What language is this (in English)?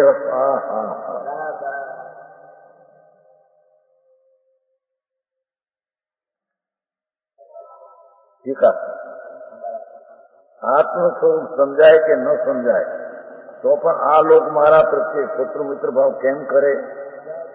Gujarati